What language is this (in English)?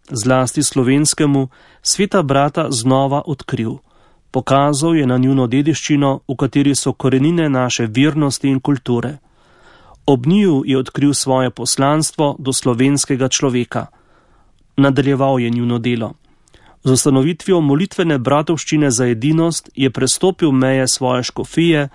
Slovenian